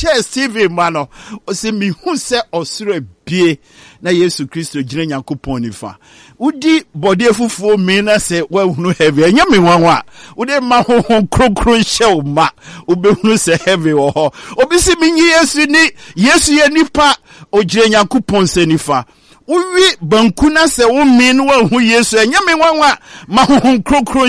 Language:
Akan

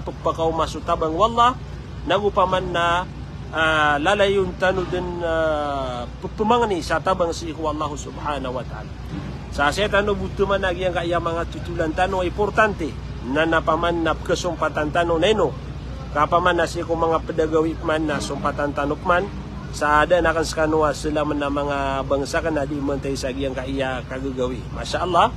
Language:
Maranao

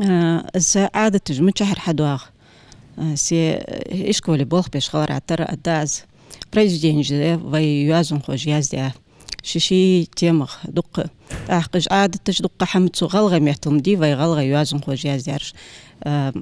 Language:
Ingush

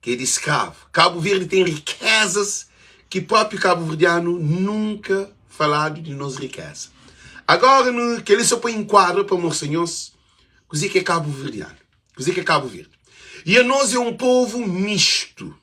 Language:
Kabuverdianu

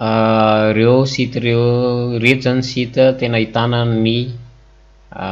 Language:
Malagasy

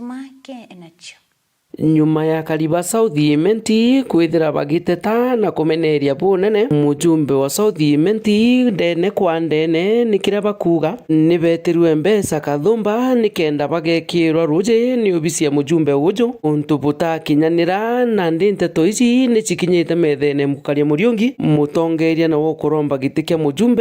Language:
Meru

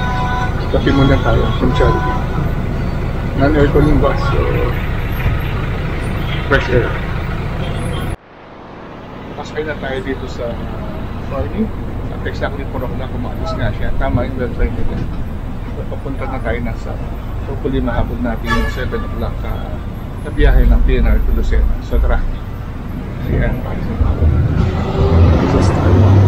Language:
Filipino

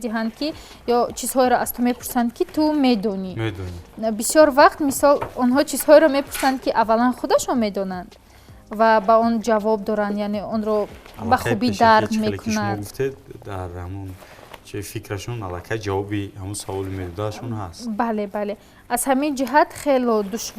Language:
Tajik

